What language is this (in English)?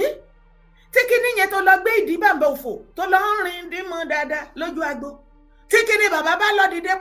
Yoruba